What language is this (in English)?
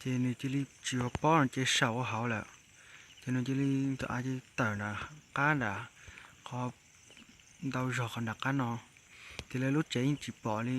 Hmong